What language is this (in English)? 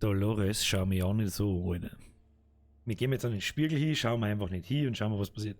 Bavarian